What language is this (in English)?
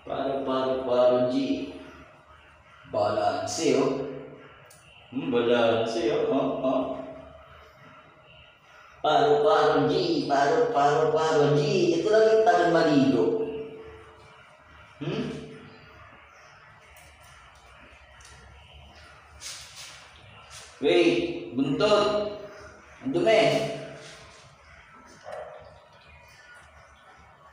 Filipino